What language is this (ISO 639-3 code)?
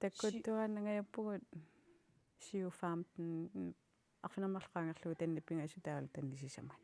kal